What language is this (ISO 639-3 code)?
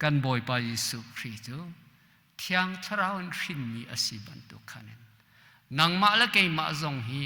cnh